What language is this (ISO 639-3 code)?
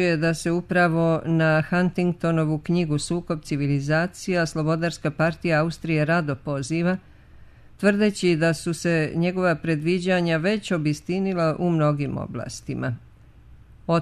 bos